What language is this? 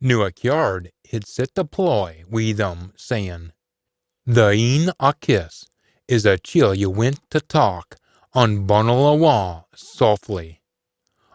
Scots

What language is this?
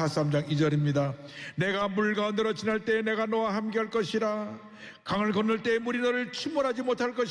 Korean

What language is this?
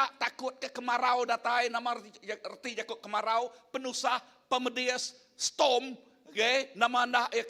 Iban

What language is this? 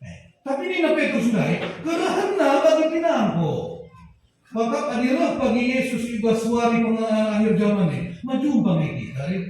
Batak Karo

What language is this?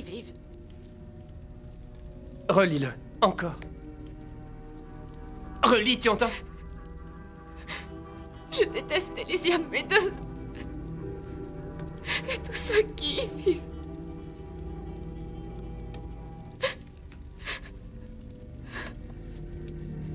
French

